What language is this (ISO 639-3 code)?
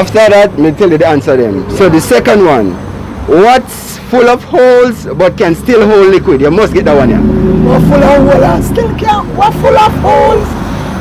jam